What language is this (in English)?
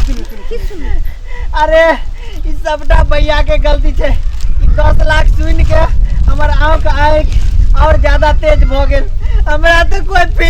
Maithili